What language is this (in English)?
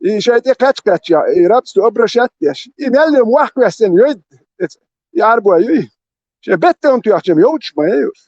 Chechen